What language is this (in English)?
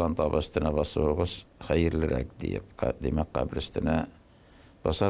Tatar